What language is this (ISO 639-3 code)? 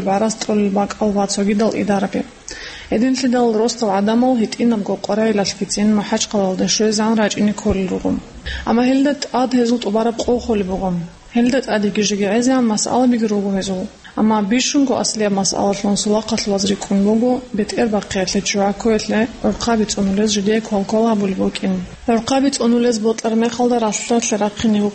ava